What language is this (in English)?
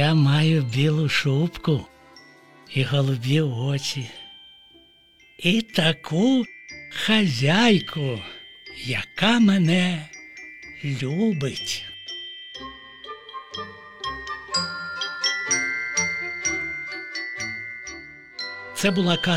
Ukrainian